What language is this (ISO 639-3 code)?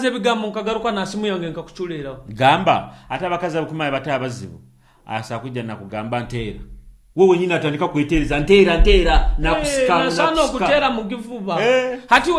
nyo